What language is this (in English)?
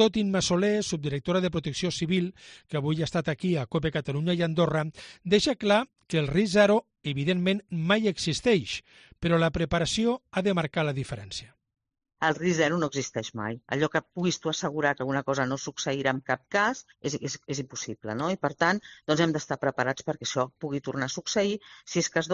Catalan